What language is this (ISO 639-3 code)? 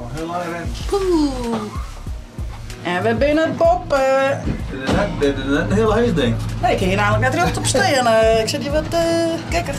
fry